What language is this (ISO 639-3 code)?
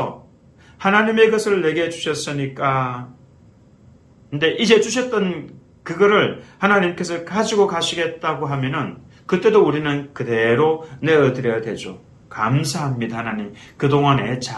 kor